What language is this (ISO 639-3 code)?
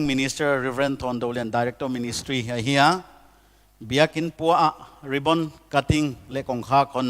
pck